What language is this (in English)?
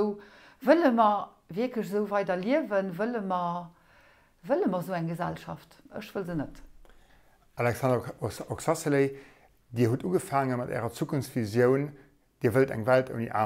Luxembourgish